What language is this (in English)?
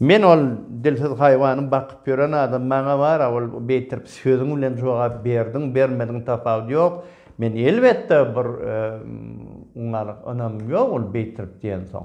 Turkmen